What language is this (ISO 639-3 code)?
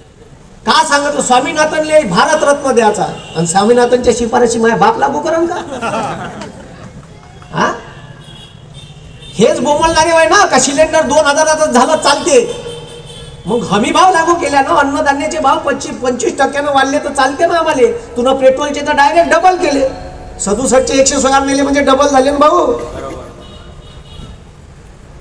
mar